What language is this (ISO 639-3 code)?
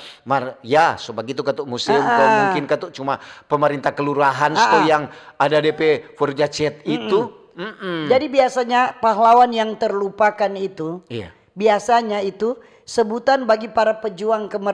xmm